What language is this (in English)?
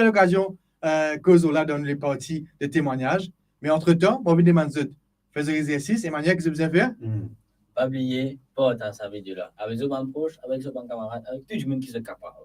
Morisyen